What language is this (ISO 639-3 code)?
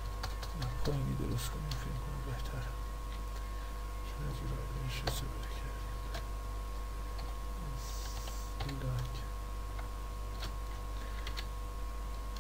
fas